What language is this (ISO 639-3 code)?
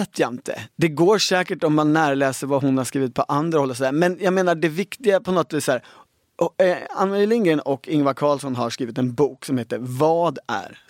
swe